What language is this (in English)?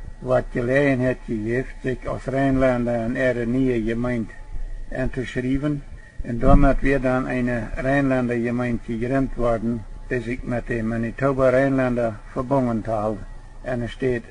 Plautdietsch